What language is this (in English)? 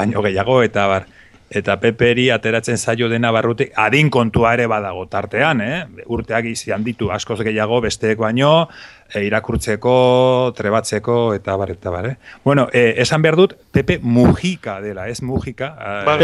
Basque